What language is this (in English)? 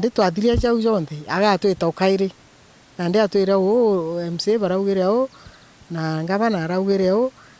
Meru